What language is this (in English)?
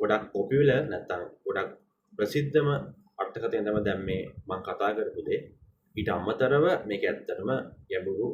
Sinhala